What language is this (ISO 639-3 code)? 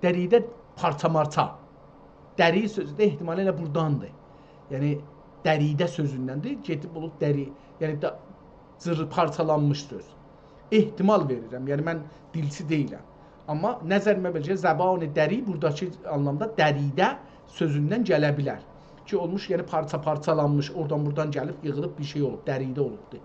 azb